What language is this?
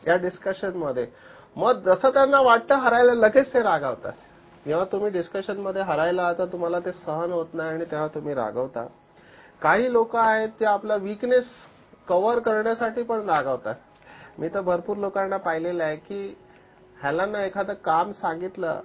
Marathi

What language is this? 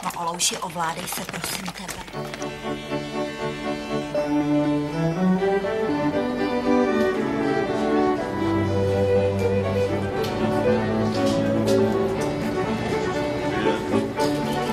Czech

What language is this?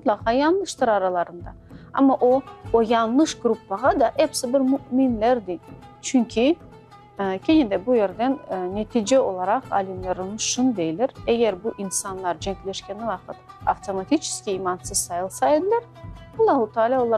Crimean Tatar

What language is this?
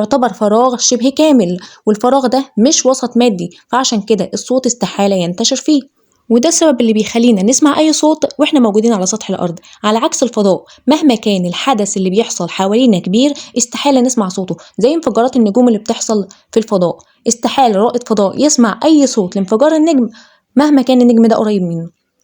Egyptian Arabic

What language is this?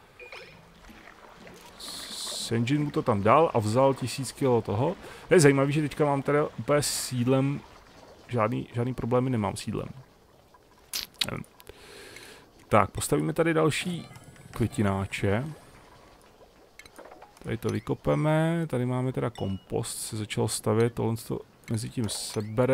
Czech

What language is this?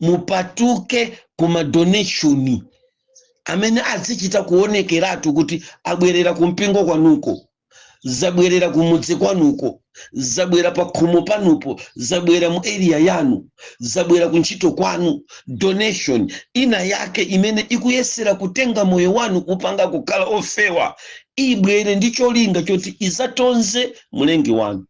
Nyanja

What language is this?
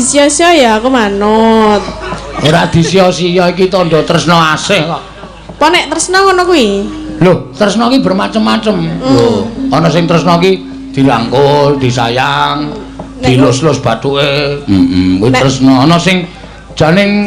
Javanese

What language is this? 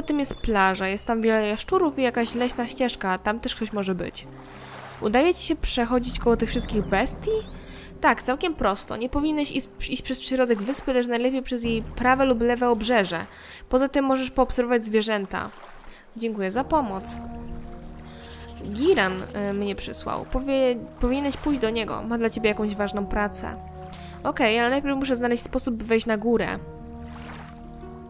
Polish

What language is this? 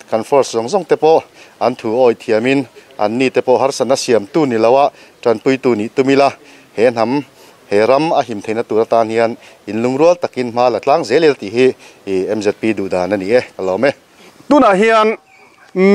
Mizo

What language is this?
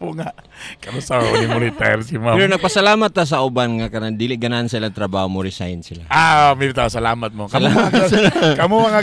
Cebuano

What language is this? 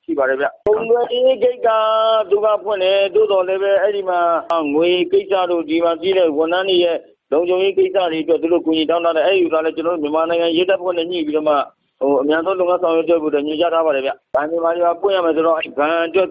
Burmese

